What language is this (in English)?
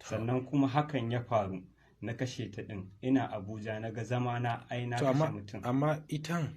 Hausa